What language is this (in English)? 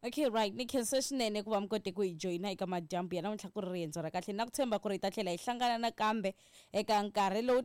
Tsonga